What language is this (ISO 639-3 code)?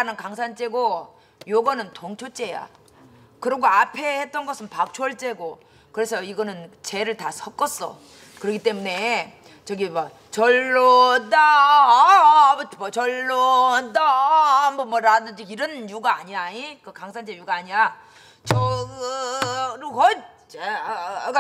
kor